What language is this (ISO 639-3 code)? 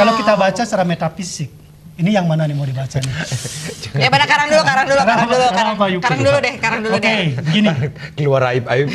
ind